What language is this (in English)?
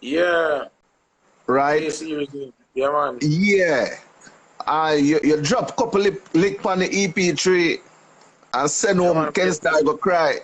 Jamaican Creole English